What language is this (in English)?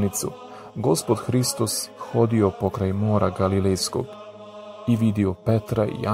Serbian